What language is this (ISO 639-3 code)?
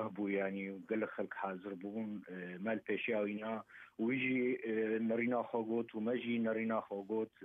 kur